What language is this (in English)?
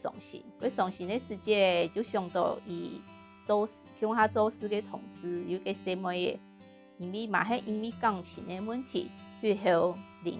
Hakka Chinese